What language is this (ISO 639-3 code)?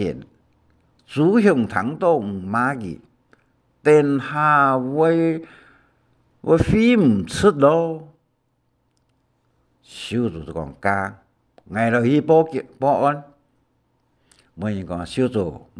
hak